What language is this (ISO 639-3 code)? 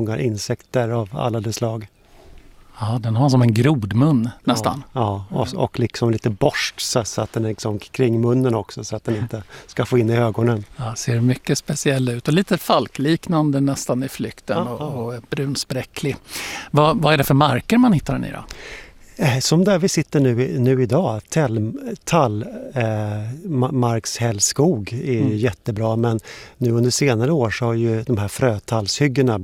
swe